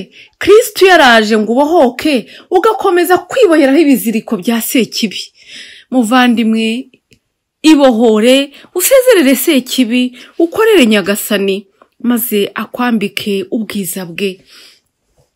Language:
Kinyarwanda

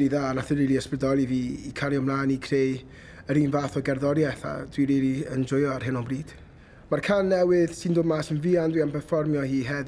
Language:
Welsh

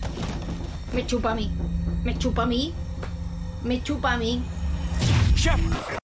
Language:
Spanish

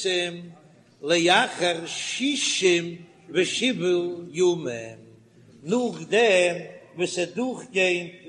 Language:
Yiddish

